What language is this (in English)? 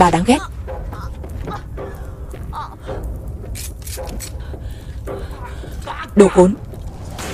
Vietnamese